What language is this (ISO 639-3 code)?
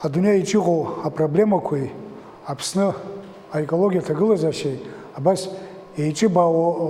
abk